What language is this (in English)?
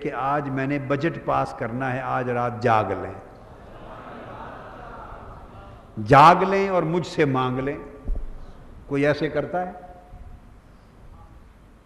Urdu